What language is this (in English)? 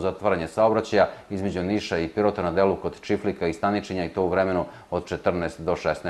Serbian